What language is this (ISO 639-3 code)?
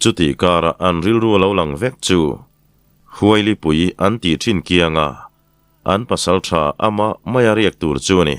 lus